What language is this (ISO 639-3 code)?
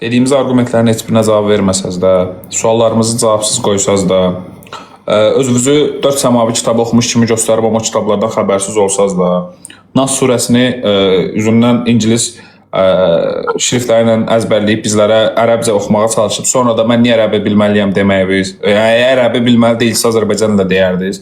aze